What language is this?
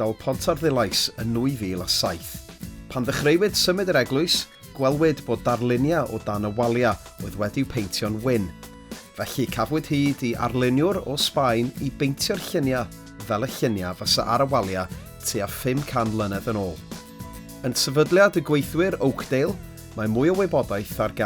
Welsh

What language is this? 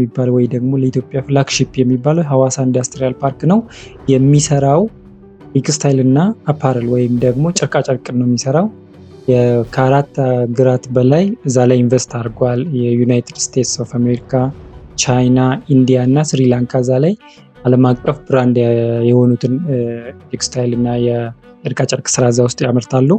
Amharic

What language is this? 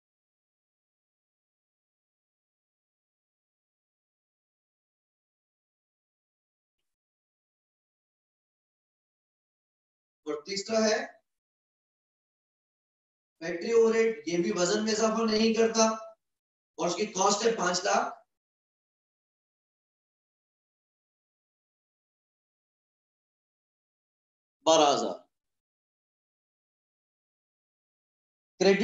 Hindi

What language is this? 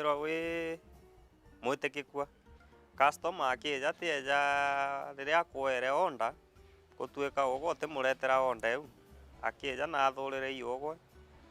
Meru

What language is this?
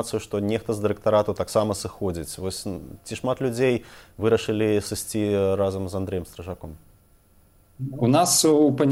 Belarusian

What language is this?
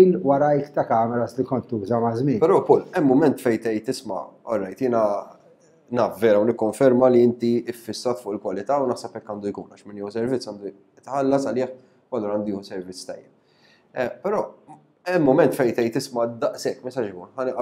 Maltese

